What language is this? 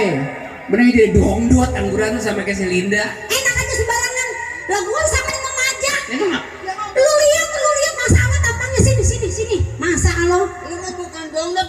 Betawi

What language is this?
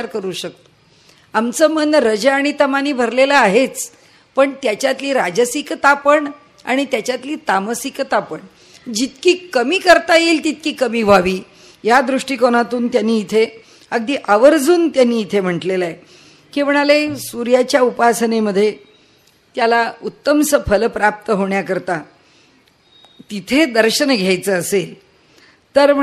Marathi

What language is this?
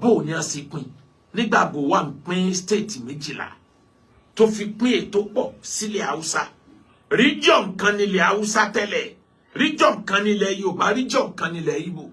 Yoruba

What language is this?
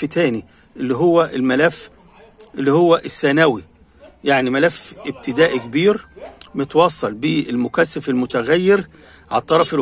Egyptian Arabic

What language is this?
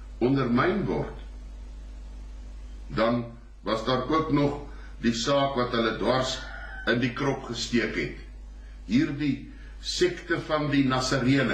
Afrikaans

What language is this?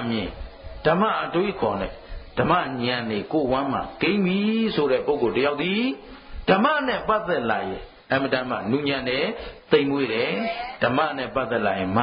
Burmese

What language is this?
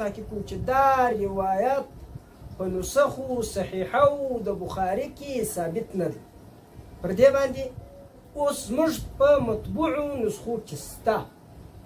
Pashto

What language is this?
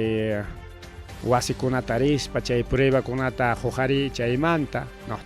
Ayacucho Quechua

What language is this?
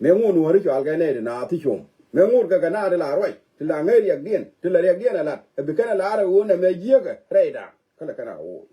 Nuer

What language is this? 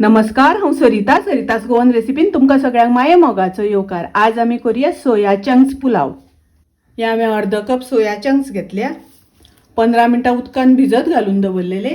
Konkani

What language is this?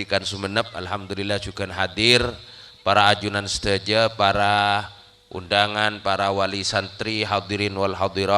Madurese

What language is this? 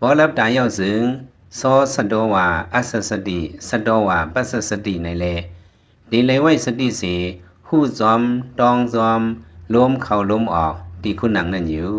Lao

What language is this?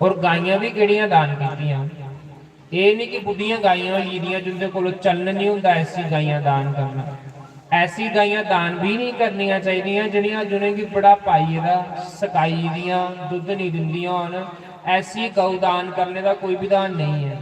Dogri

